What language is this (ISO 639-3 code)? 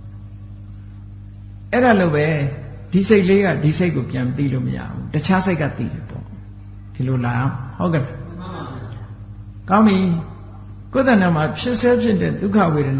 mya